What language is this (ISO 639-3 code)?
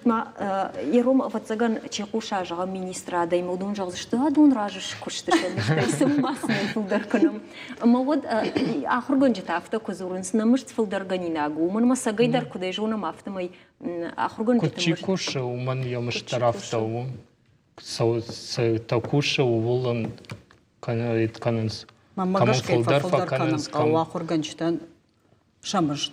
oss